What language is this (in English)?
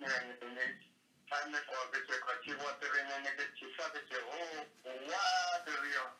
S'gaw Karen